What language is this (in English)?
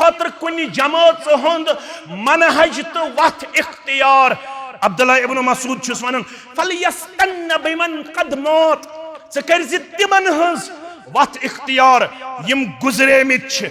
Kashmiri